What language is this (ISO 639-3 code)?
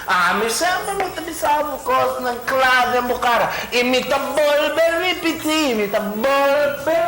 pap